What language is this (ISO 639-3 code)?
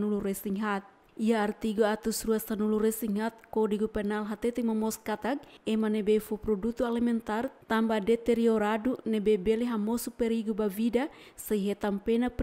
tet